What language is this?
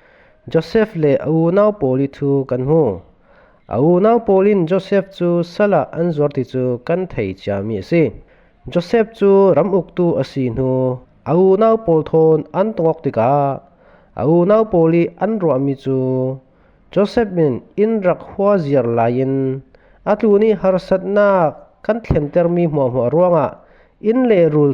Falam Chin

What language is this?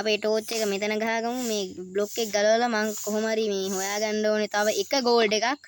Sinhala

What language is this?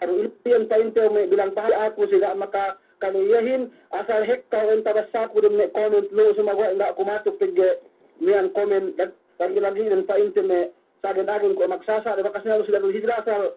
Yakan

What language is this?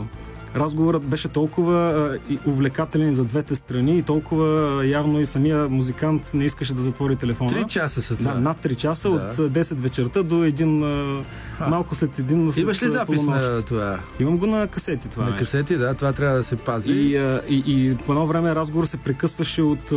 Bulgarian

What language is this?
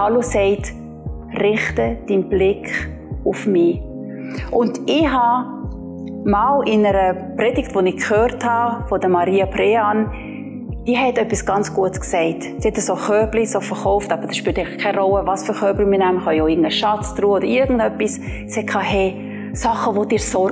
Swiss German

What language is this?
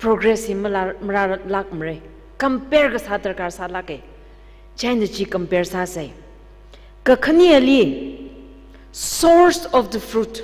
Tangkhul Naga (India)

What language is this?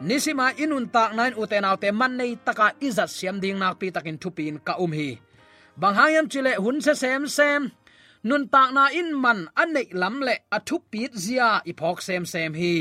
Tedim Chin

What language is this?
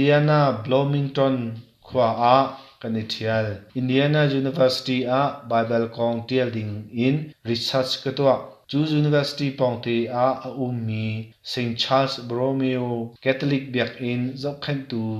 Hakha Chin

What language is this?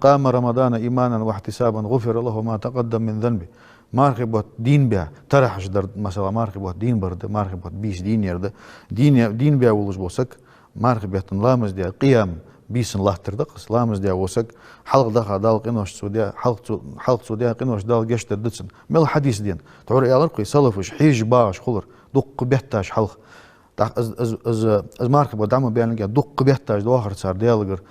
Ingush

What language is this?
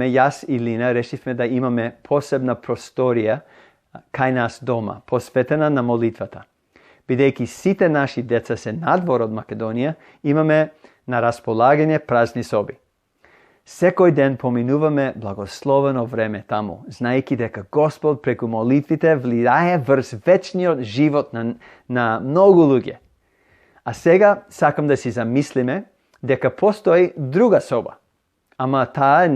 Macedonian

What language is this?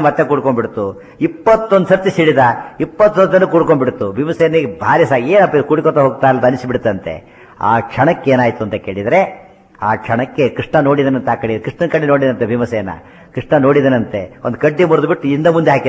Kannada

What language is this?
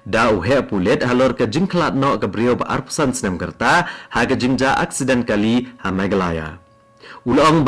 Khasi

